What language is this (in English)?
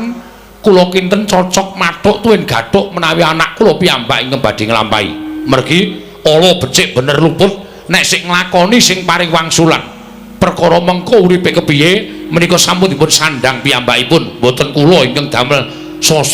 Javanese